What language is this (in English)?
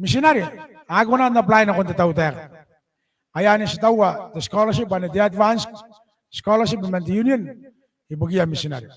Gilbertese